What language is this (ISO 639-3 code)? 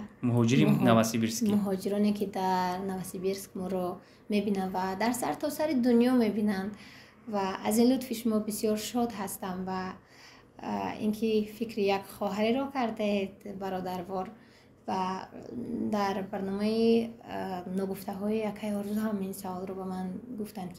tgk